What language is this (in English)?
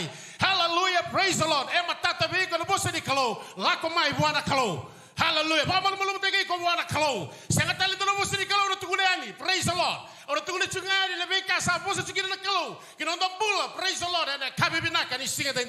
Fijian